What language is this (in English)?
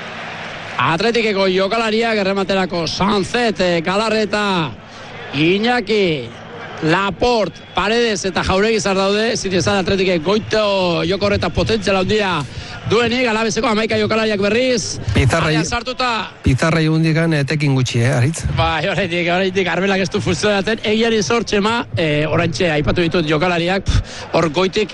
Basque